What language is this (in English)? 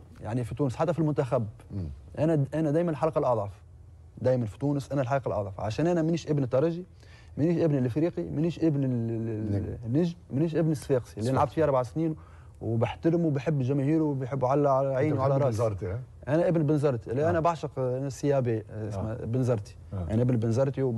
Tunisian Arabic